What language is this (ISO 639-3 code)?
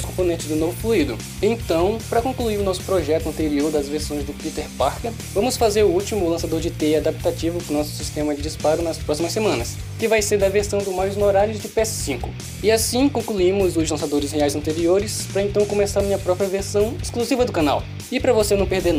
por